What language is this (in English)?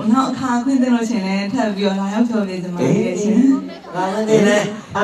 Burmese